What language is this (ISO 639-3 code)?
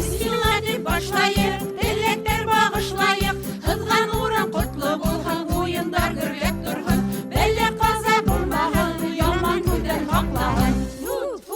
bak